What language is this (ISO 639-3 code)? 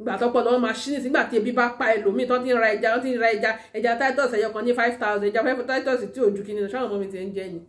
yor